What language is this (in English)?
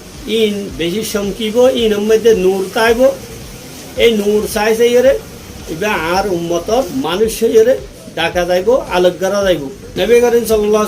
Rohingya